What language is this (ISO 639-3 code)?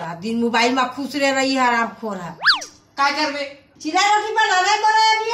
hne